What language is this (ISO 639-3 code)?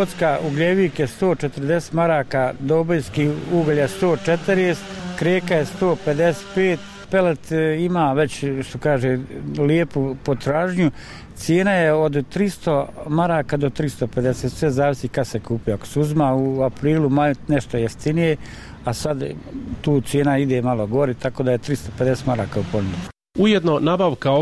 bos